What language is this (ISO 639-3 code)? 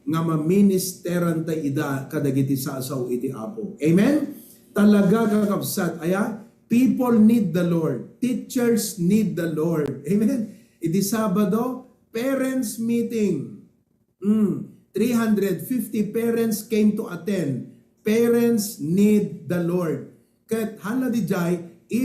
ilo